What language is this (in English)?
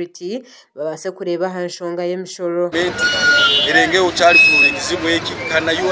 Nyankole